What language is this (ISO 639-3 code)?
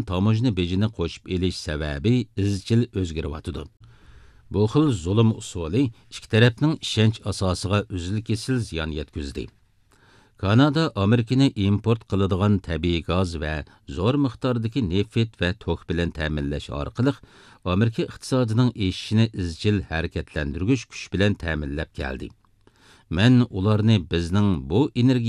uig